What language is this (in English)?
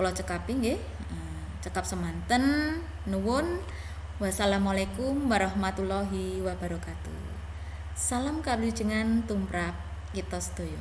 Javanese